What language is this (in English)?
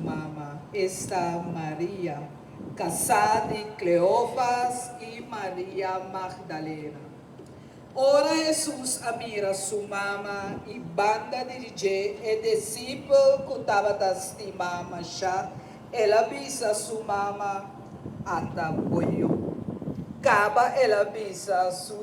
Papiamento